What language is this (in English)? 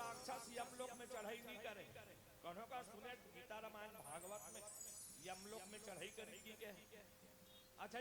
Chhattisgarhi